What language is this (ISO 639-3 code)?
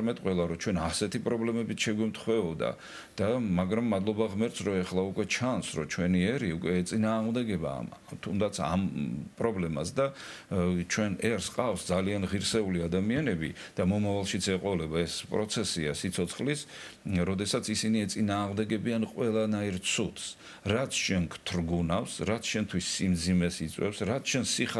kat